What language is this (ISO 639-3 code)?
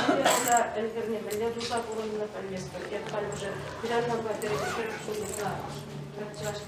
chv